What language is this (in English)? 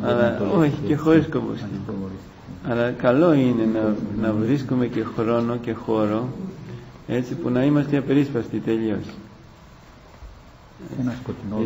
Greek